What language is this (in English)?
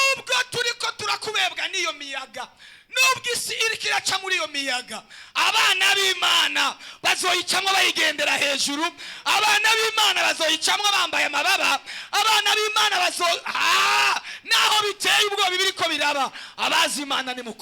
Rundi